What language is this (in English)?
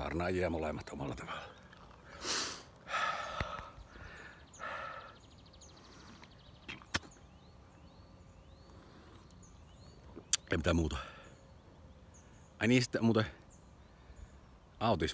Finnish